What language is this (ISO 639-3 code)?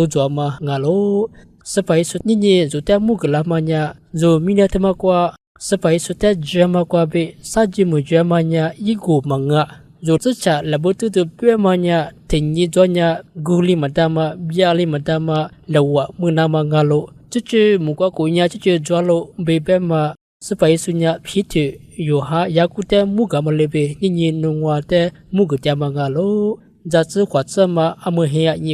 lis